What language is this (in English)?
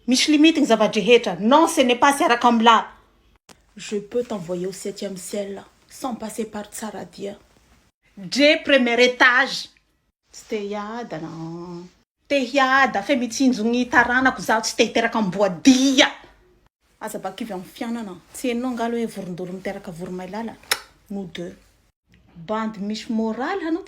Malagasy